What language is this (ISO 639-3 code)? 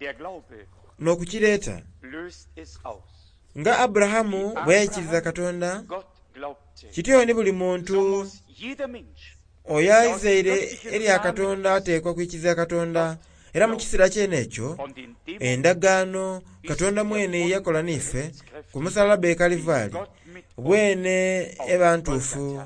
xog